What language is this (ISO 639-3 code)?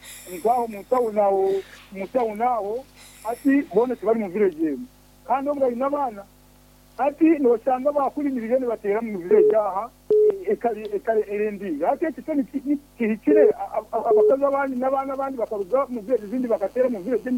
nyn